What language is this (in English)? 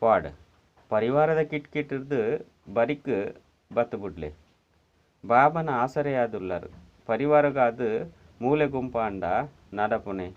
Tulu